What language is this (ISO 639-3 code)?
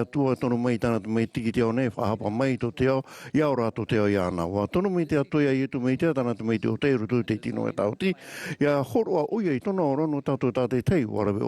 tah